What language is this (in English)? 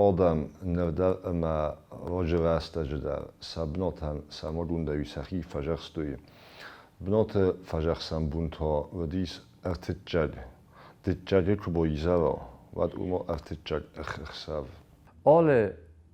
Ossetic